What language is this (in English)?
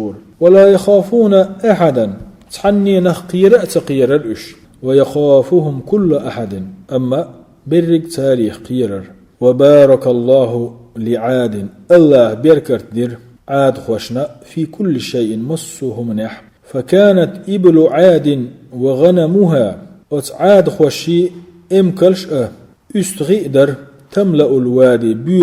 Chechen